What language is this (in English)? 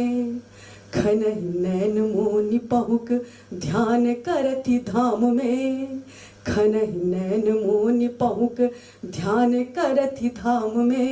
Maithili